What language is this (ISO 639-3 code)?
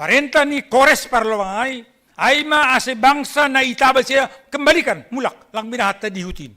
bts